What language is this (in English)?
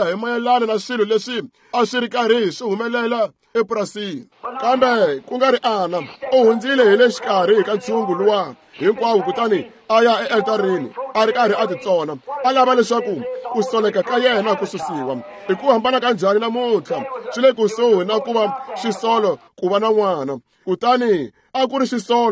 Tsonga